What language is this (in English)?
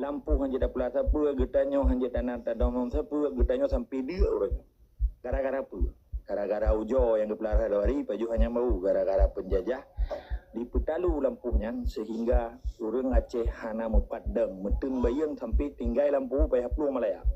Achinese